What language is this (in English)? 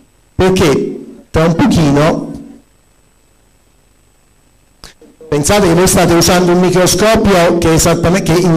Italian